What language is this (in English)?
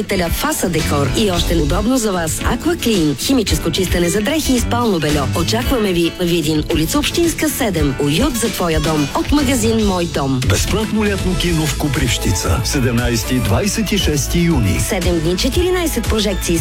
Bulgarian